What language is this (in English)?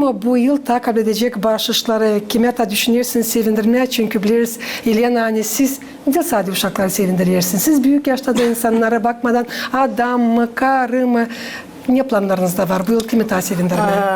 Gagauz